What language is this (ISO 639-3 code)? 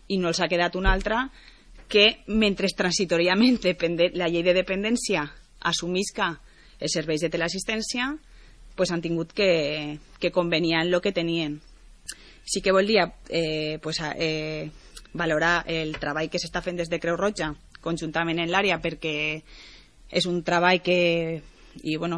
cat